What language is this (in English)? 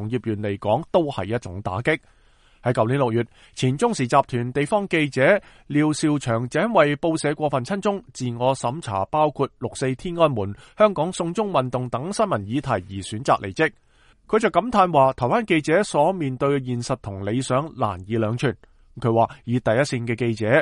Cantonese